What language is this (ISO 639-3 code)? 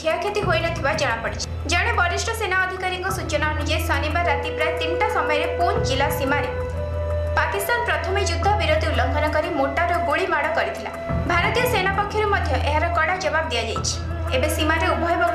ori